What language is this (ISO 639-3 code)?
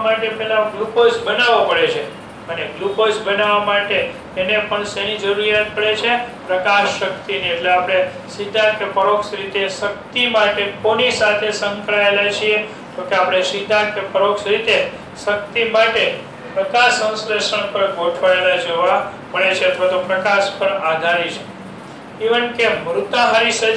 guj